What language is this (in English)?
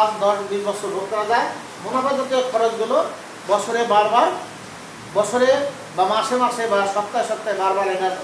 Bangla